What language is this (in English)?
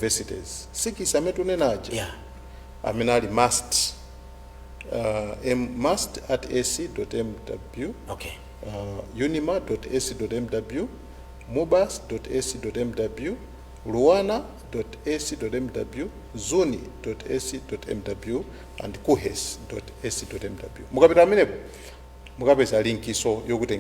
Nyanja